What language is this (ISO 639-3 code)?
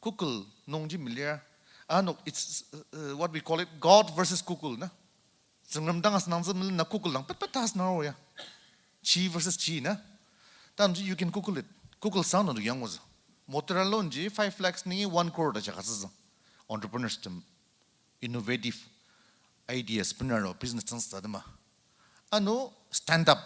njo